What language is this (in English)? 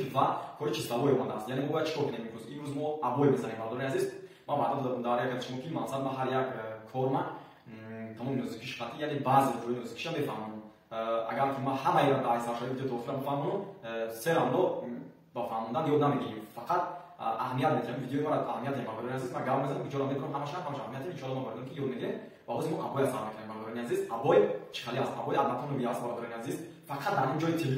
Tajik